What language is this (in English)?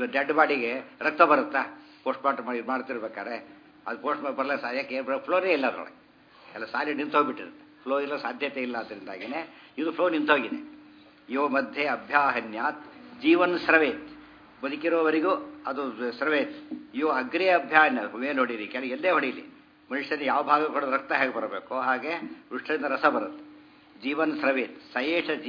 Kannada